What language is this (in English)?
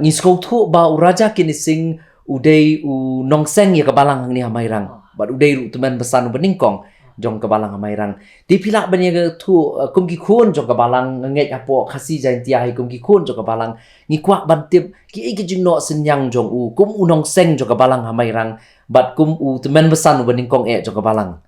Khasi